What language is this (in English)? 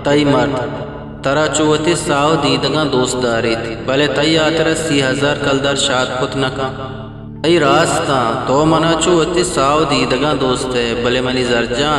Eastern Balochi